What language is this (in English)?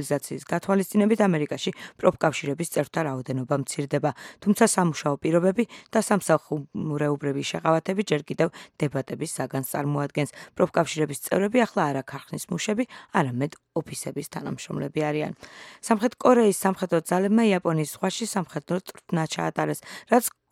Georgian